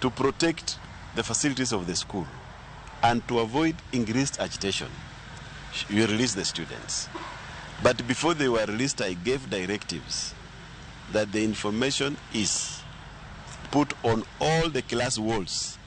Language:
Luo (Kenya and Tanzania)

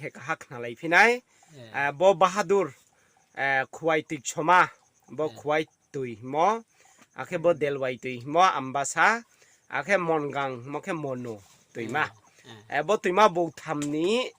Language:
Riang (India)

